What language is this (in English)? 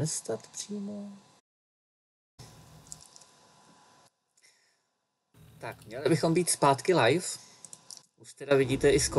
Czech